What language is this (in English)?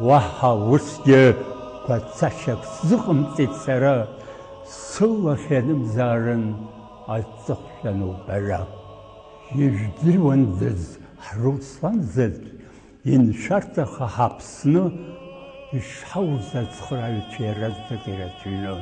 Abkhazian